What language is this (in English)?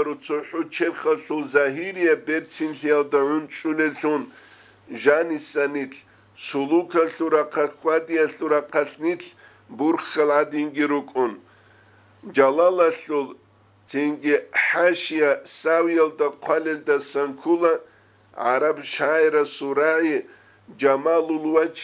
Avaric